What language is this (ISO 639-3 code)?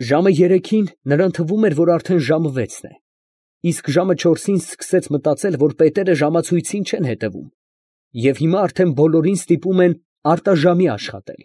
hye